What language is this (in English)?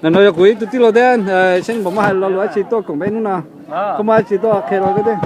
Hmong